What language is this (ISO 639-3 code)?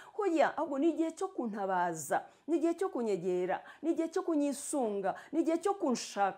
kin